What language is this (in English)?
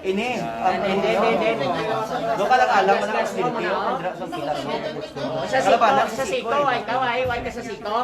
Hiligaynon